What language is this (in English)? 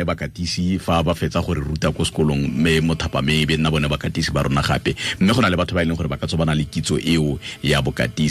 Tswana